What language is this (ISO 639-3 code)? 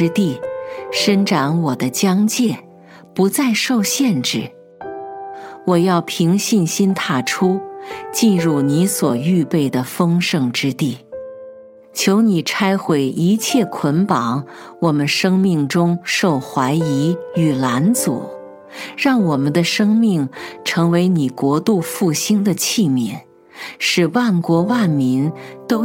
zho